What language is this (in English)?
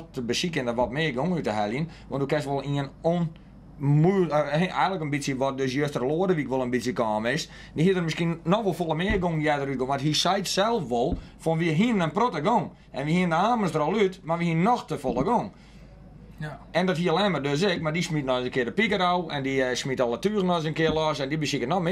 Western Frisian